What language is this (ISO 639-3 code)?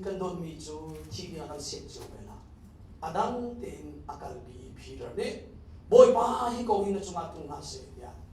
cnh